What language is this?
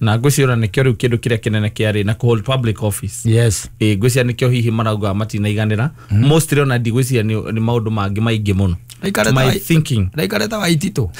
Kikuyu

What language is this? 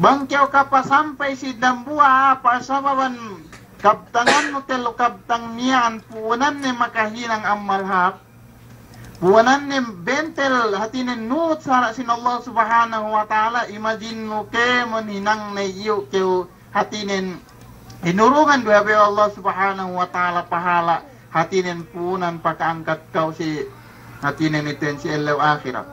Yakan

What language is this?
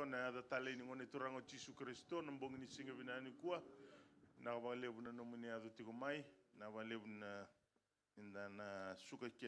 Fijian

